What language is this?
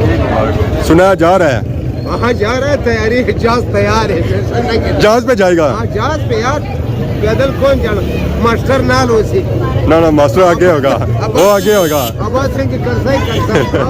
Pahari-Potwari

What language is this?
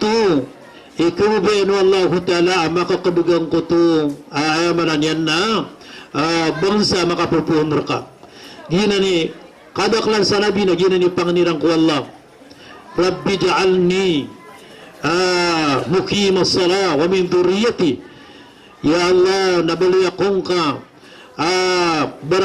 Maranao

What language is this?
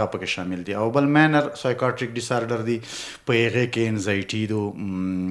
Pashto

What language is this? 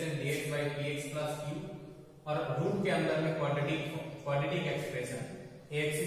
Hindi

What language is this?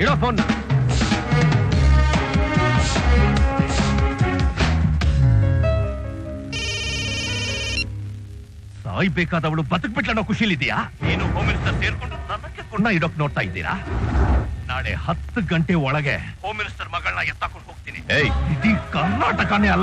Kannada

